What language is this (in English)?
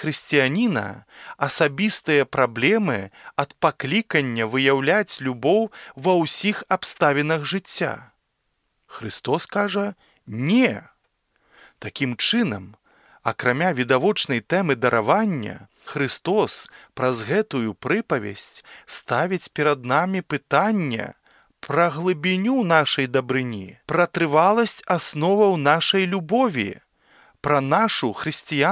Belarusian